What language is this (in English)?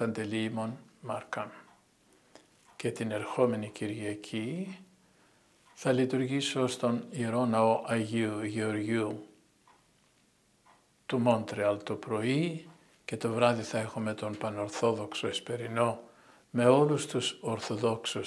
Greek